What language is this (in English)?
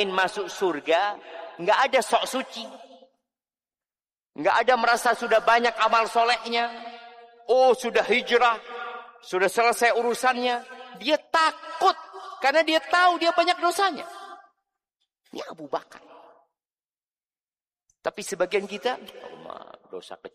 Indonesian